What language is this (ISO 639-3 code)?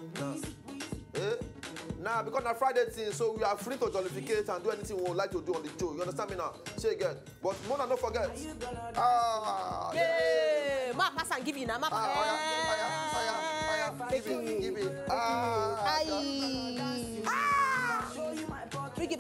pcm